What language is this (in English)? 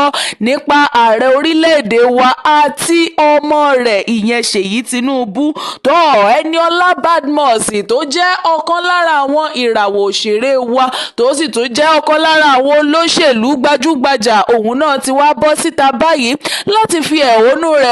Yoruba